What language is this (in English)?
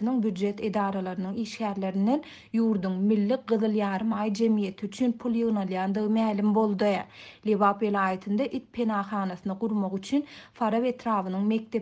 Turkmen